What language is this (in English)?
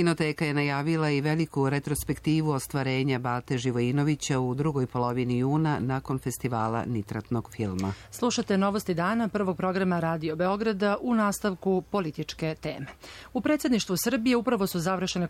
Serbian